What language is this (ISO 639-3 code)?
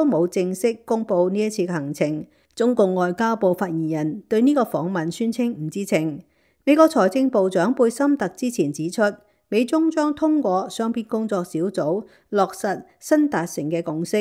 yue